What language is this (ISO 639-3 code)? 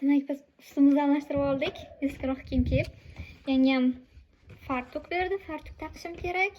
uzb